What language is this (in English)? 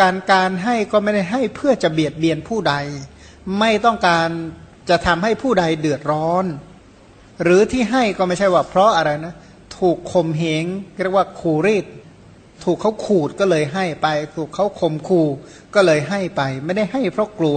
Thai